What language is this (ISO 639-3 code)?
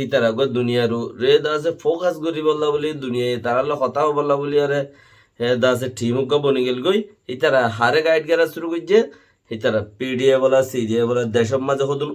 rhg